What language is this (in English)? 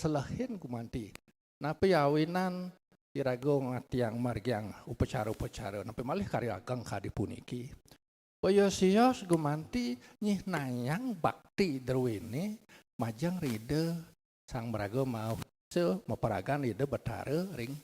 Balinese